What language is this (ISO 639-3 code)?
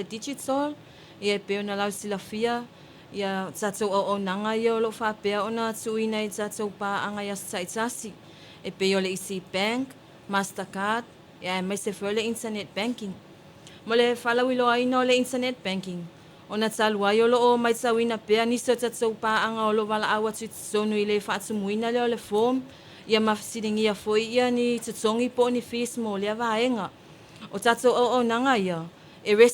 smo